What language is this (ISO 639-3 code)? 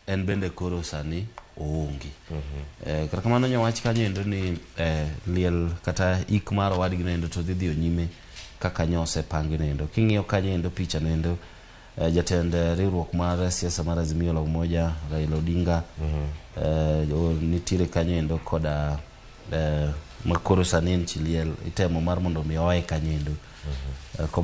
luo